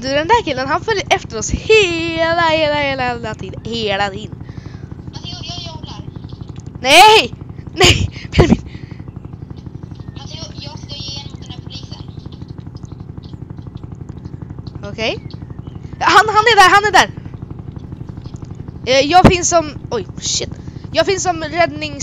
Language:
Swedish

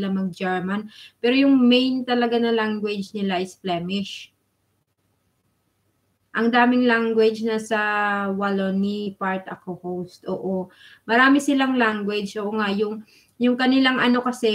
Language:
Filipino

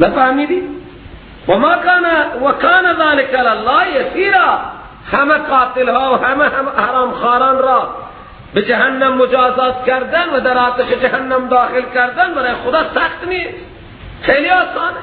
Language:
Persian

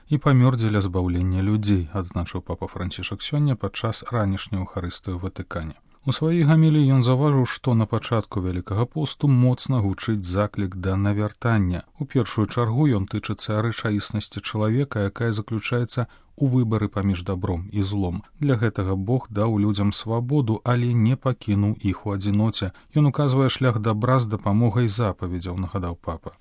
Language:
Belarusian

